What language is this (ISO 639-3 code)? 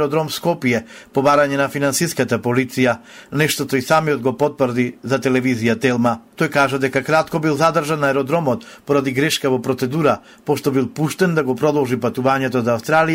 mkd